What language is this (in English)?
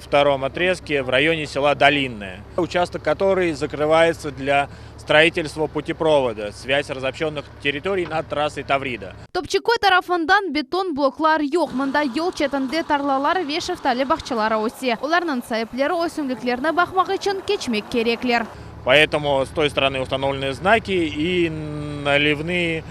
Crimean Tatar